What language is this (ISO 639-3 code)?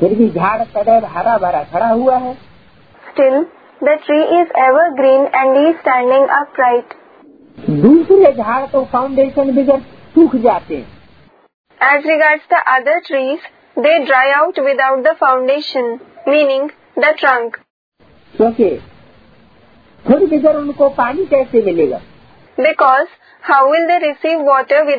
hin